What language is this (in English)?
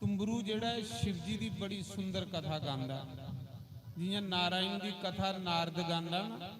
Dogri